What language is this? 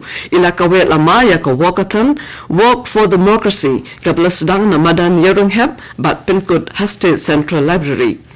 Khasi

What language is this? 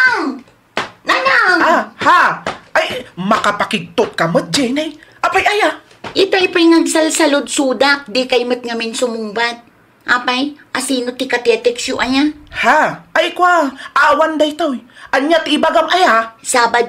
Iloko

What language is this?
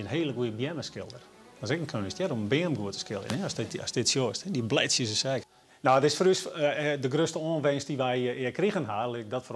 Western Frisian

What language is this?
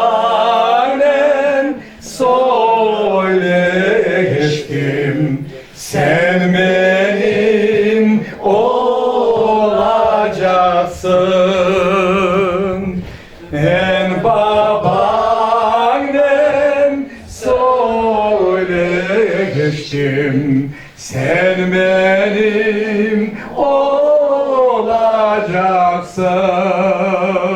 Crimean Tatar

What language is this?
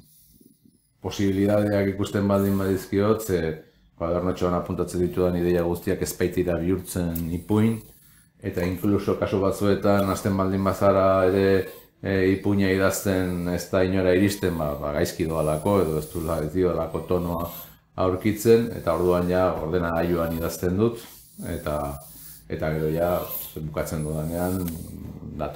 Basque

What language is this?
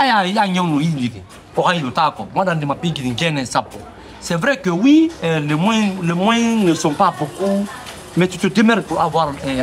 Fula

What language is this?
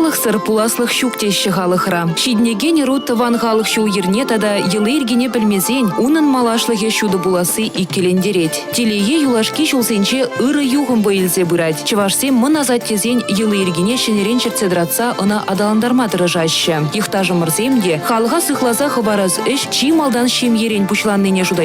Chuvash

